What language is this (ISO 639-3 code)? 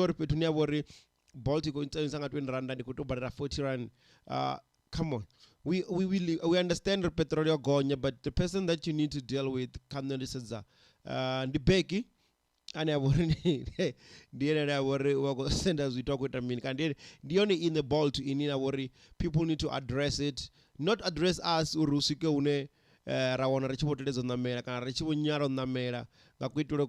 ven